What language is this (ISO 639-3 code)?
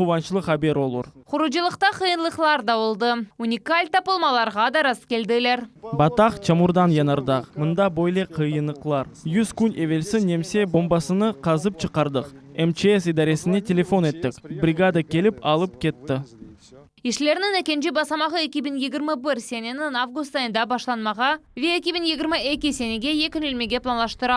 crh